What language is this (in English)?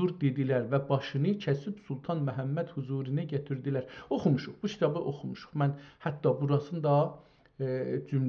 South Azerbaijani